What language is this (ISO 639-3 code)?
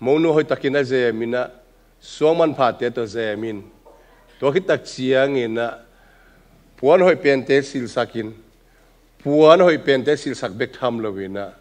ctd